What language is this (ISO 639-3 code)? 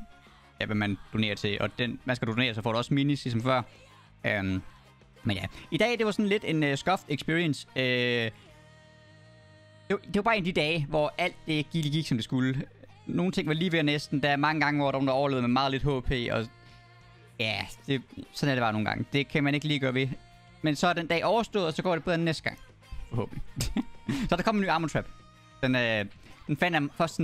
dan